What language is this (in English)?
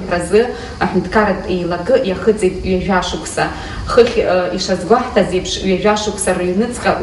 Abkhazian